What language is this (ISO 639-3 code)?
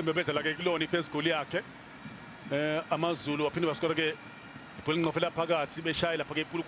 zul